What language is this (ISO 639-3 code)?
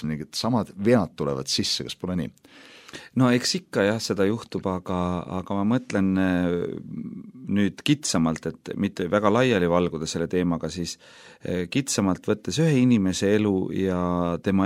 est